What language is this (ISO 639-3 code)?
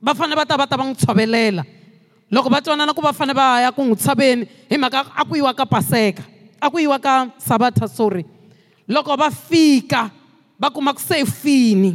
tso